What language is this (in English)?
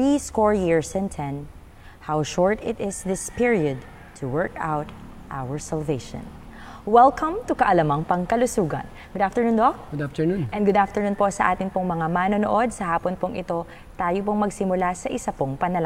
Filipino